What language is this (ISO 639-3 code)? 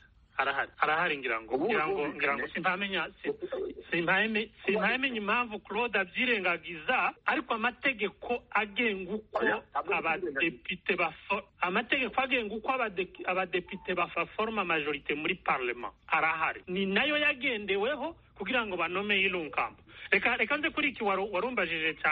kin